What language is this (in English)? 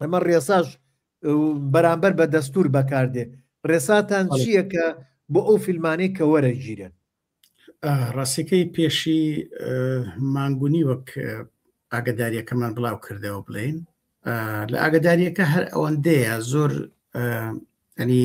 Central Kurdish